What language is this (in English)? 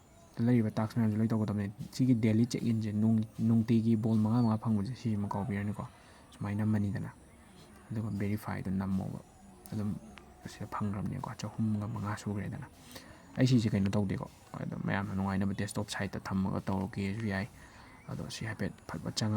Manipuri